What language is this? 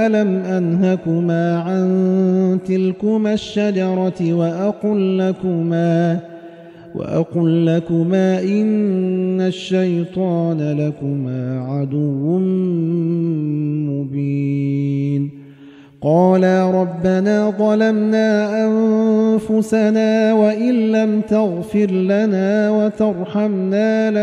Arabic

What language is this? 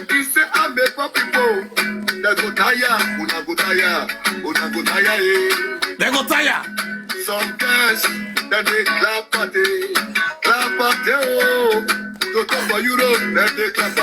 Nigerian Pidgin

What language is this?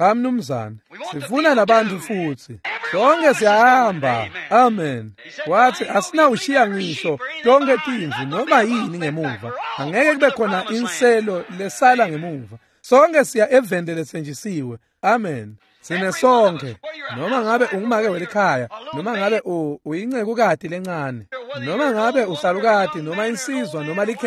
Swati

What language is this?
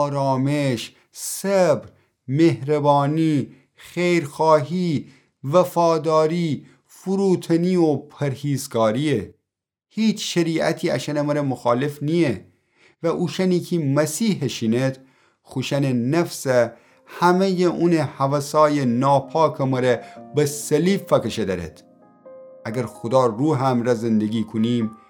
Gilaki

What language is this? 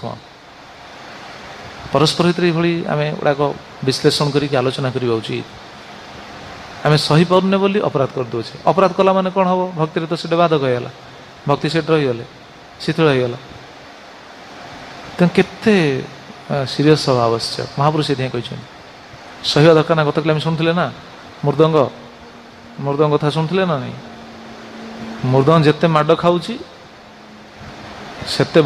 Odia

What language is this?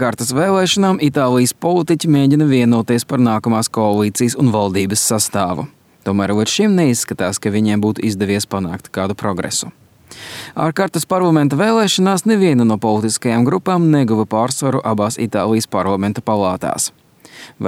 Latvian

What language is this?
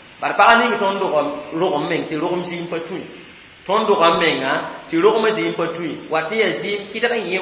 Mossi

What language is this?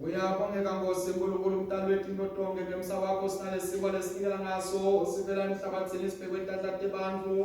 Swati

